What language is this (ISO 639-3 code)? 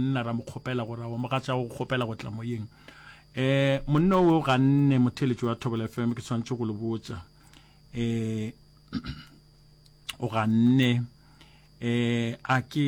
nso